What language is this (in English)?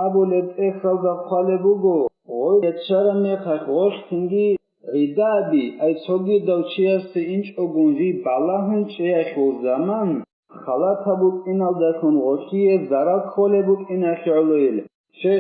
Avaric